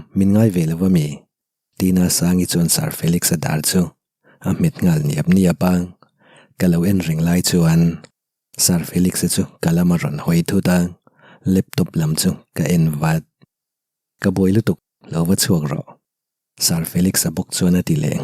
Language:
Mizo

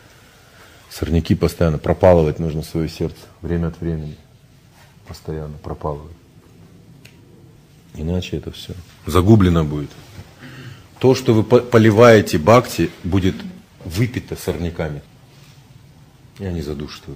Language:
Russian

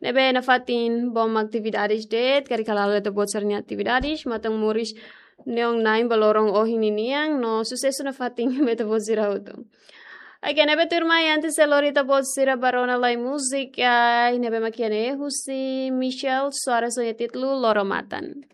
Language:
Tetum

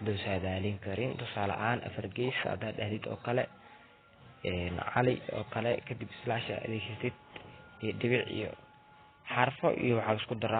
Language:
Somali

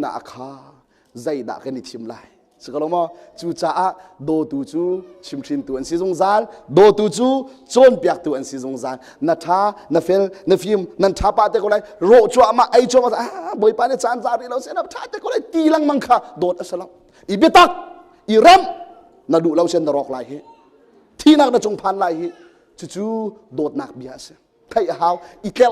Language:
Hakha Chin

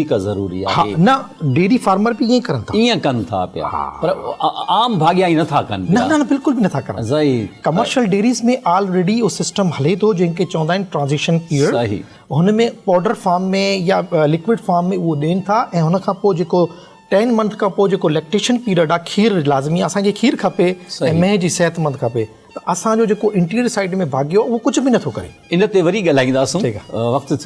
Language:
Sindhi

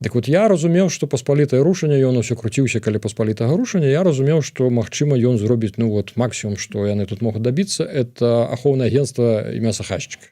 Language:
Belarusian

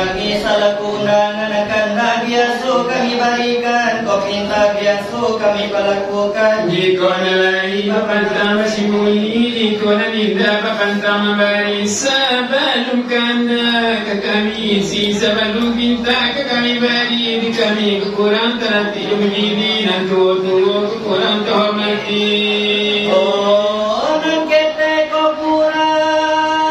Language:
Minangkabau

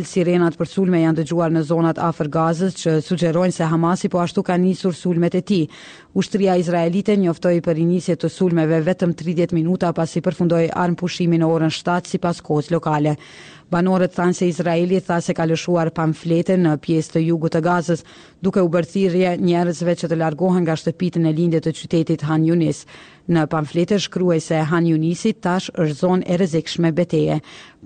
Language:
Albanian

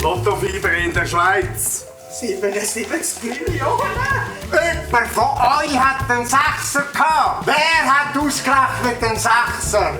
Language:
Swiss German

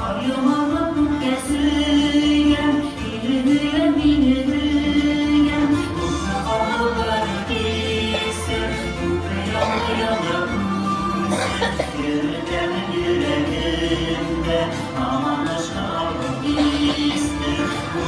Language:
Bashkir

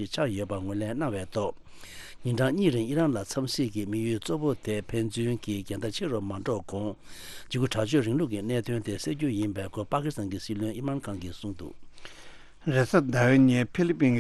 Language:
Tibetan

